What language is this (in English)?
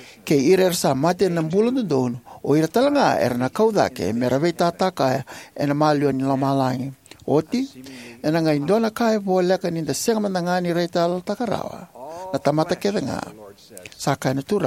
Fijian